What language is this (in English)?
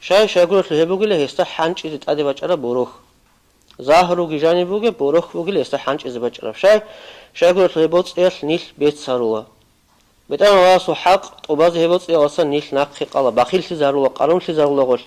Avaric